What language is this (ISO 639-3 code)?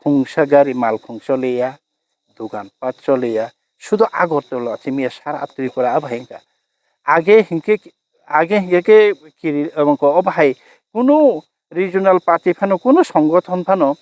trp